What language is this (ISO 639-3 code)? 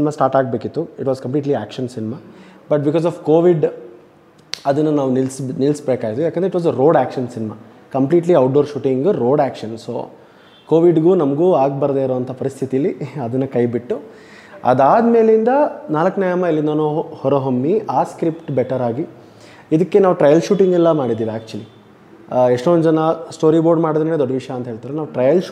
kan